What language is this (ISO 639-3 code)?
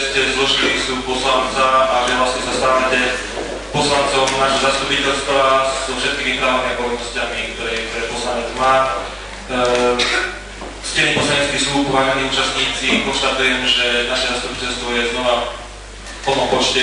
slk